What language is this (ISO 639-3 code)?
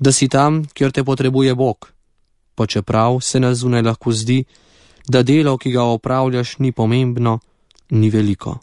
slv